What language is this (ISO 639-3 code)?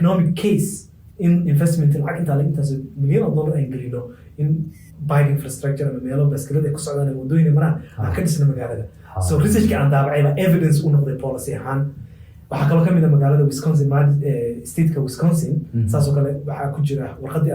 som